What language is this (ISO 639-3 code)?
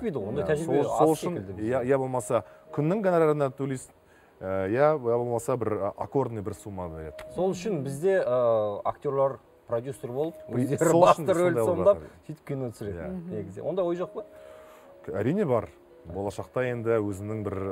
kaz